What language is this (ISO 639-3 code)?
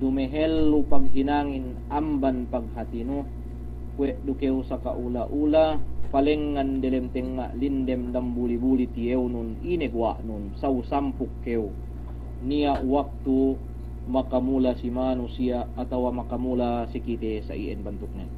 yka